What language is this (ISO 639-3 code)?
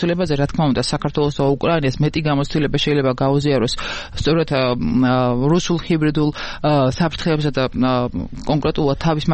kat